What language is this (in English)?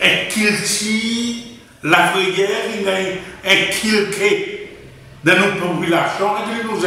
Seselwa Creole French